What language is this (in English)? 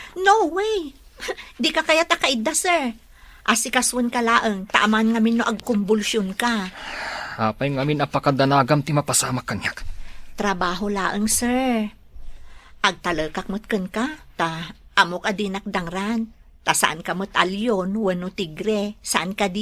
Iloko